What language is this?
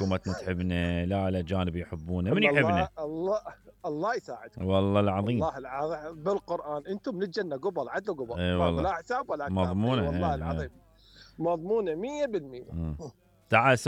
Mesopotamian Arabic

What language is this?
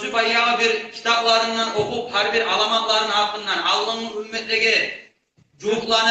Kumyk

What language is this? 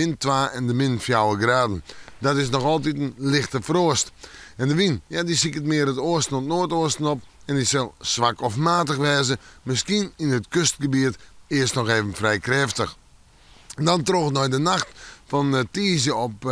Western Frisian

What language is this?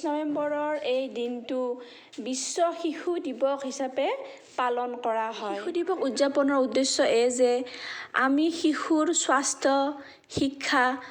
Assamese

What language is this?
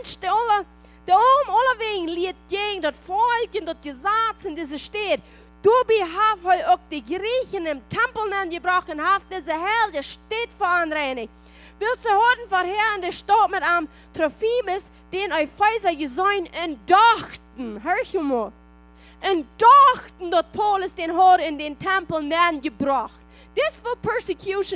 Plautdietsch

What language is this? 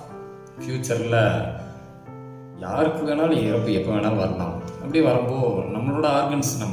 Tamil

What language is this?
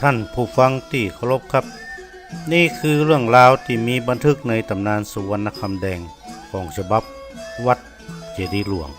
Northern Thai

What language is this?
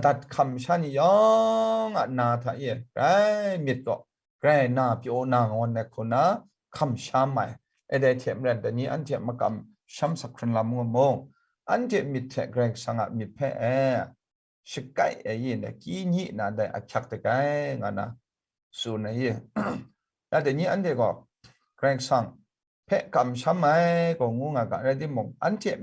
Kachin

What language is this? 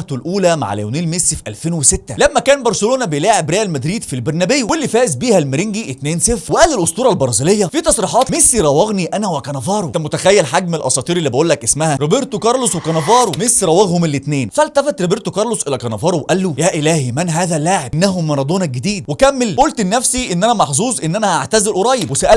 Egyptian Arabic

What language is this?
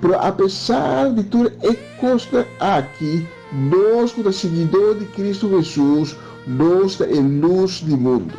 Papiamento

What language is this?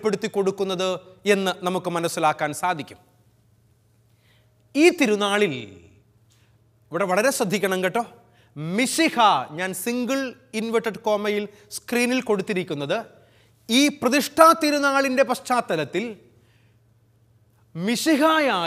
Malayalam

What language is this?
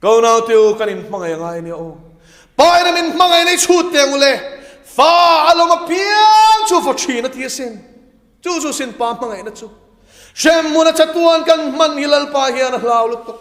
Mizo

